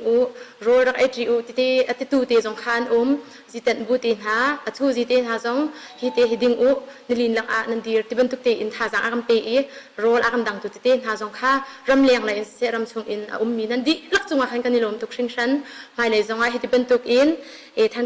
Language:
Hakha Chin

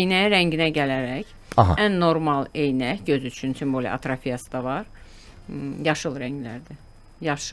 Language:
Azerbaijani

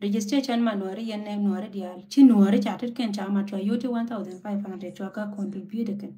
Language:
Nuer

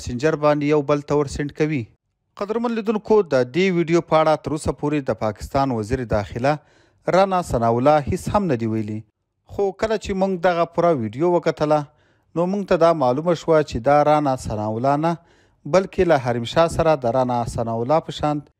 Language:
Pashto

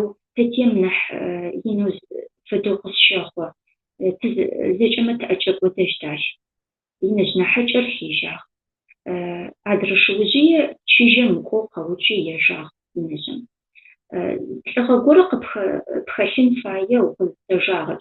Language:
Adyghe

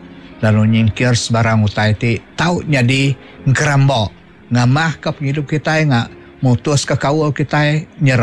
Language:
Iban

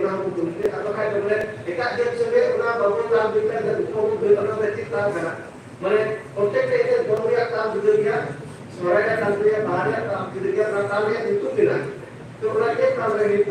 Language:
Santali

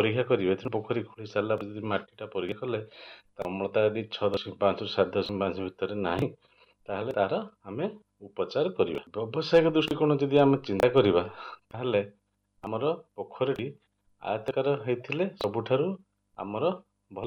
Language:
Odia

